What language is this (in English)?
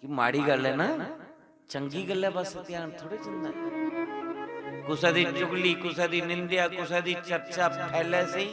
Dogri